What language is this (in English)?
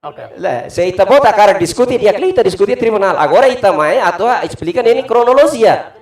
Tetum